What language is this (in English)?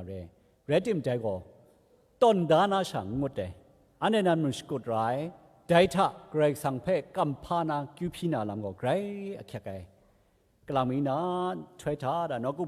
Kachin